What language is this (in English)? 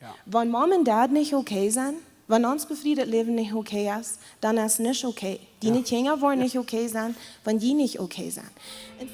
Plautdietsch